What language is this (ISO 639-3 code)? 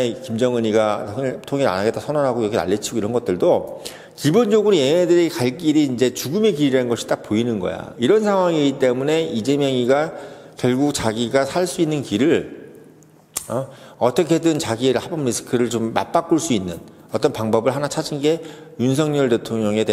kor